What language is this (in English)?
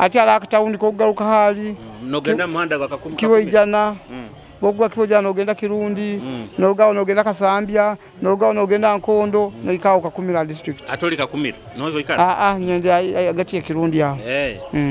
Nyoro